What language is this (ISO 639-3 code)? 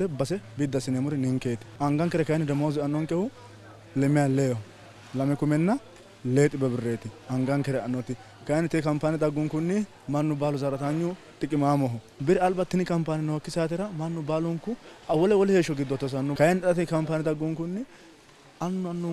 sid